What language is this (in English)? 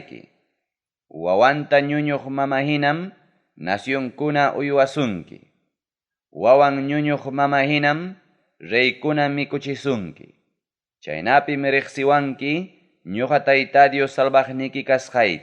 Ayacucho Quechua